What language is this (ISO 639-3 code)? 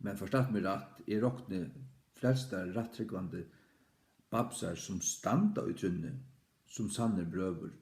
fao